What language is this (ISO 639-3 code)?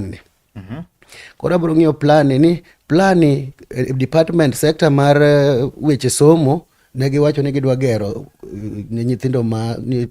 luo